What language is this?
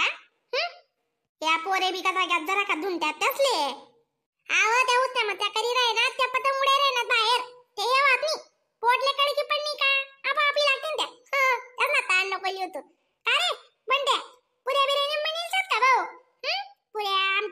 Khandesi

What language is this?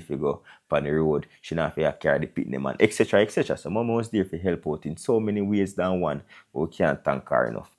Jamaican Creole English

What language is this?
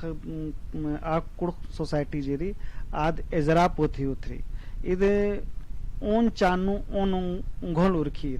Kurukh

